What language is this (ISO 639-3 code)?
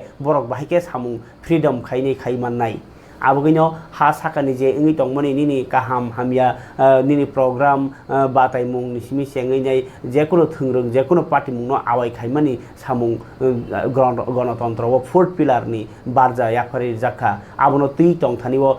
trp